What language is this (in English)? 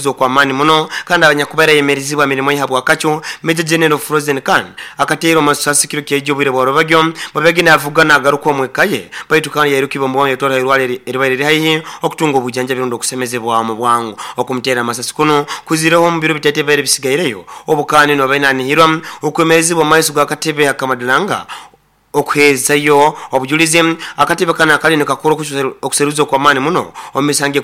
Nyoro